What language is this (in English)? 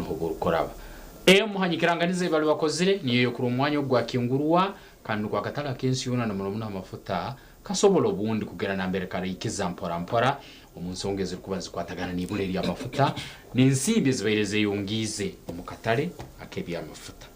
Nyankole